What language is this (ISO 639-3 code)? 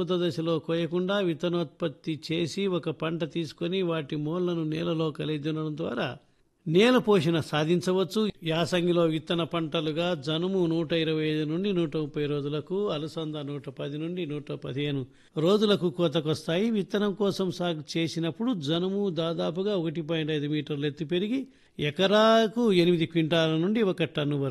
tel